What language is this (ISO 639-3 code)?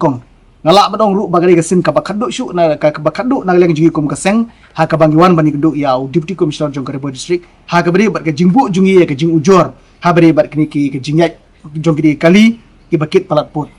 kha